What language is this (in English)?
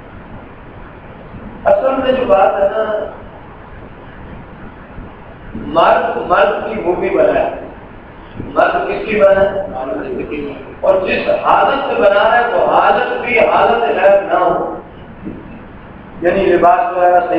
Urdu